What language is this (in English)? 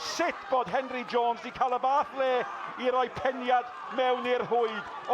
Welsh